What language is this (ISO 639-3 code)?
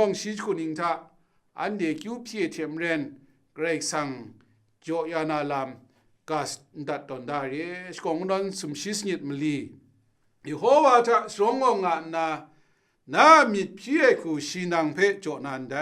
kac